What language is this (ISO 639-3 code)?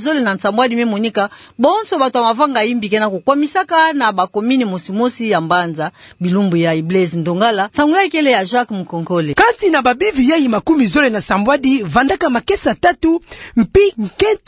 ktu